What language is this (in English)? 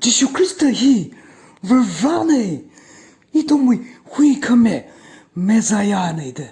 Tangkhul Naga (India)